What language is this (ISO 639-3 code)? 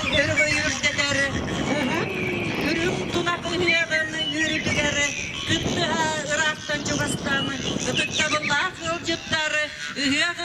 sah